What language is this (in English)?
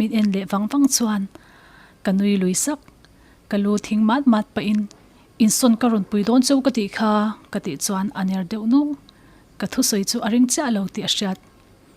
Mizo